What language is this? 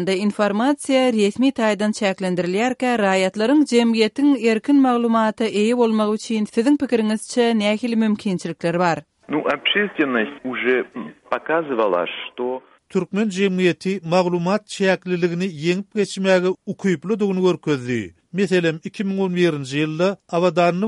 Turkmen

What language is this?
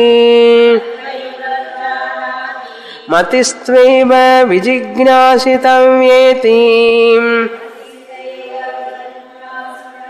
Telugu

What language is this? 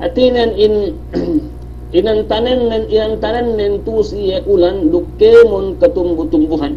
Yakan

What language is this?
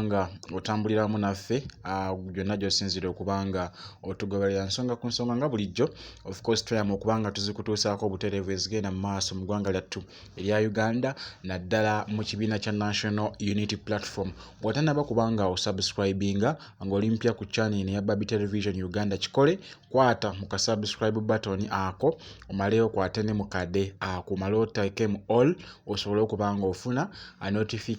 Ganda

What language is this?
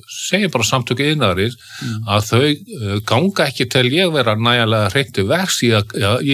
Icelandic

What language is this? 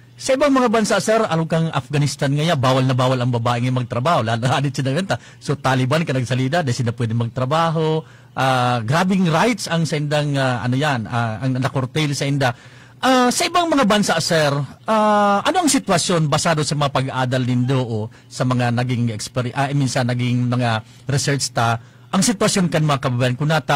Bikol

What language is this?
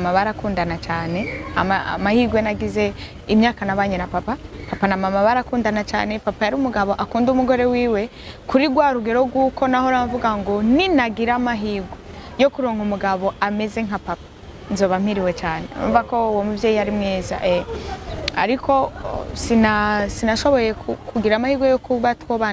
Rundi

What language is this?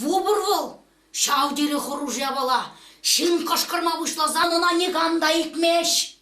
Chuvash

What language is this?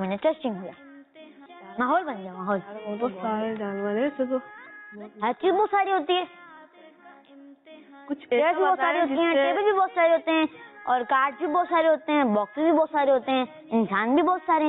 Urdu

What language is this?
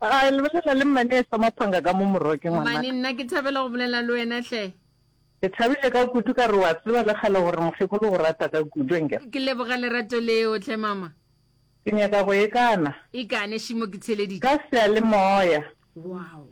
Northern Sotho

